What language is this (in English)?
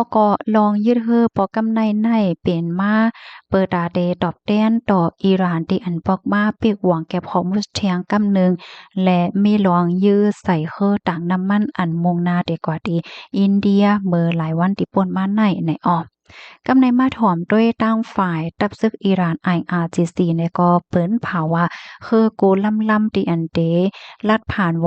Shan